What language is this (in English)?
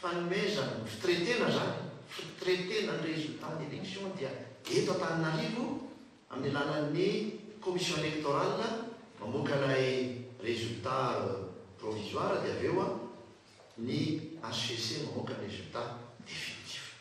Malagasy